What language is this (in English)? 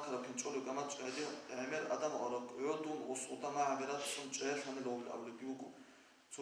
Avaric